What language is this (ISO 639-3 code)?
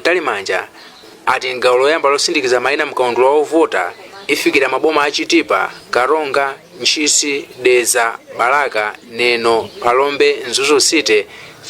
nya